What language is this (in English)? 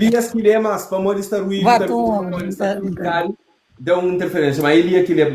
Kabuverdianu